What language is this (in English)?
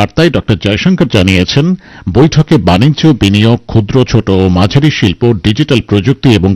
Bangla